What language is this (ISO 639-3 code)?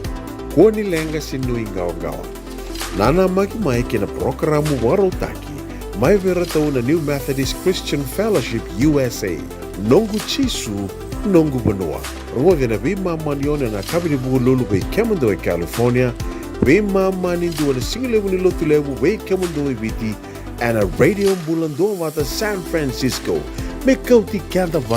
fij